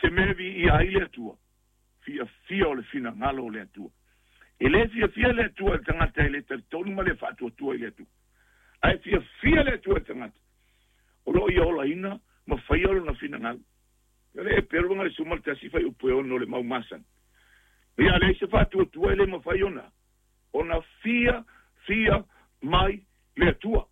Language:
Samoan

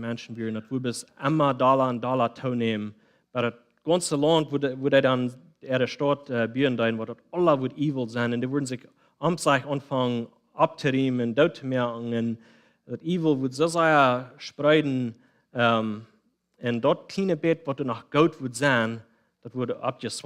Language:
Plautdietsch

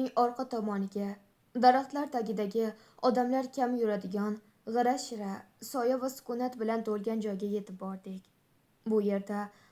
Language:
Uzbek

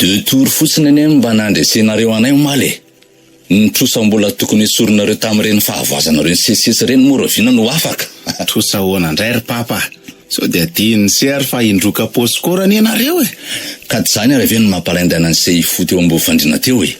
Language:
Malagasy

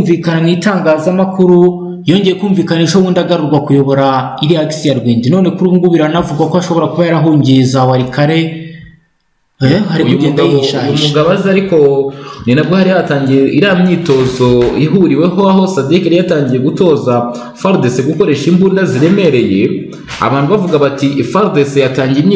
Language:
Kinyarwanda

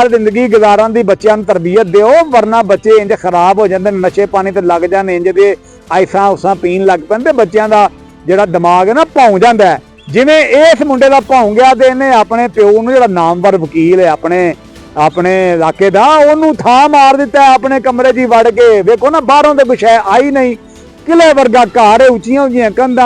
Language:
Western Panjabi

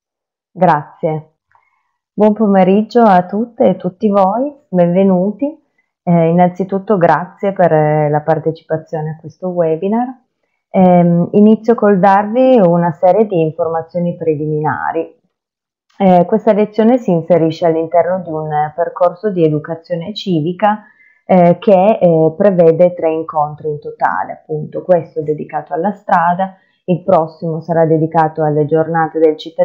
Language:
Italian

